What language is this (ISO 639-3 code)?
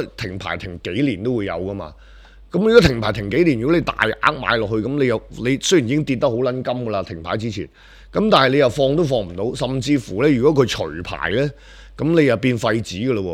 yue